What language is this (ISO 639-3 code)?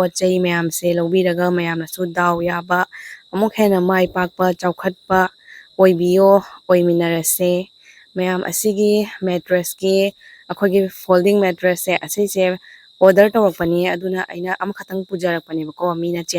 mni